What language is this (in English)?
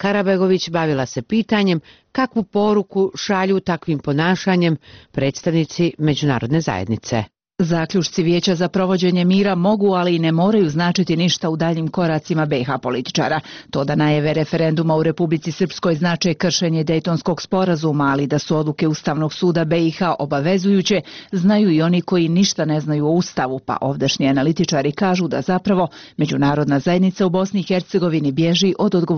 Bosnian